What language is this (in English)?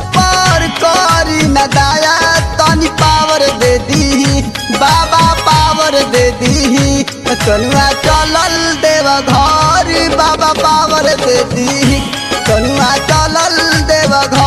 Bhojpuri